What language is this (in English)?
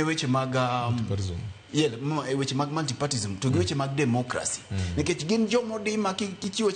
Luo (Kenya and Tanzania)